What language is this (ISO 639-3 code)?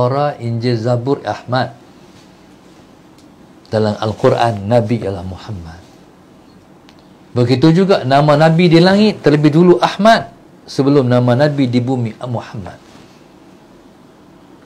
msa